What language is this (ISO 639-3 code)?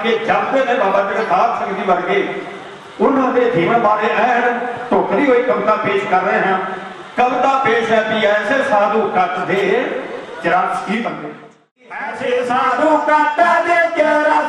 pan